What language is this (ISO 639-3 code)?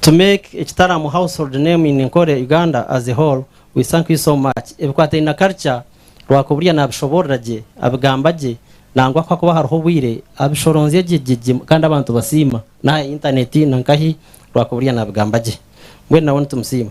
nyn